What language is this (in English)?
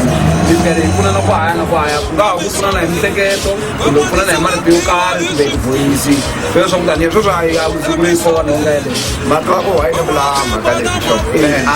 Tsonga